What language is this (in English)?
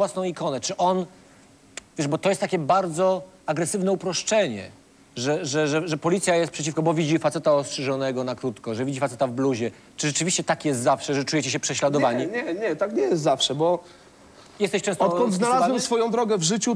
Polish